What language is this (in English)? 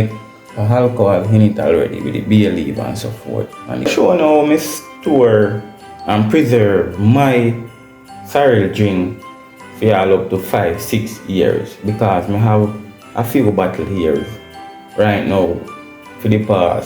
Jamaican Creole English